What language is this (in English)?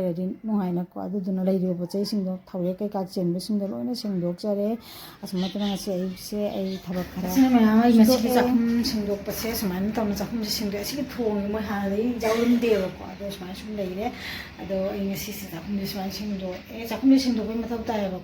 Manipuri